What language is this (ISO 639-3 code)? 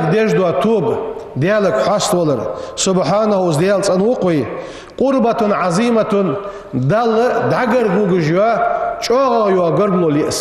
inh